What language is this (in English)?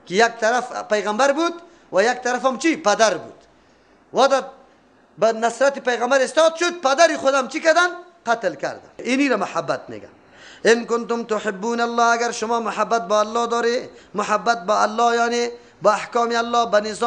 Persian